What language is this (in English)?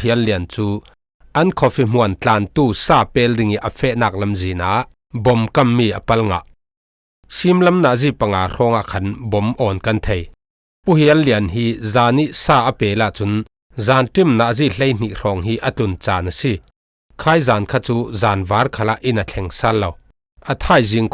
Falam Chin